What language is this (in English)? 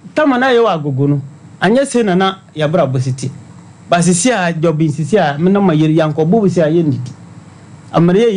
Akan